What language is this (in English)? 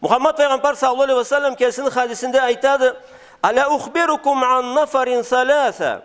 Karachay-Balkar